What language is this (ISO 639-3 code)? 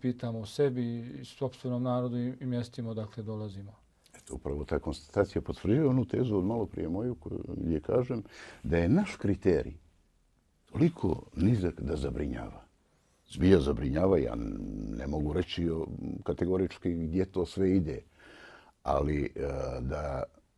bos